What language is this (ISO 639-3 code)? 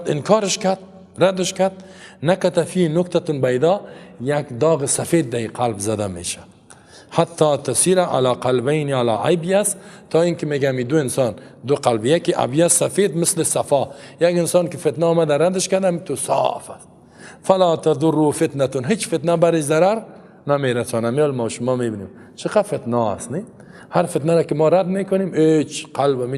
fas